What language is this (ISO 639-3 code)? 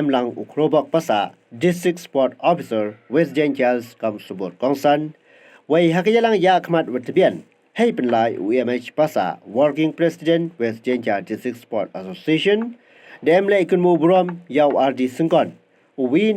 pbv